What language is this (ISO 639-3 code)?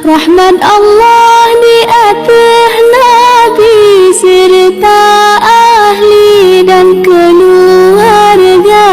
ace